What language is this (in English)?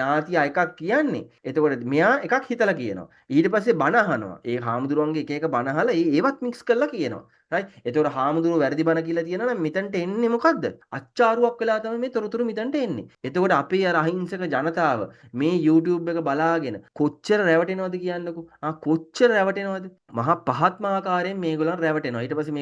Sinhala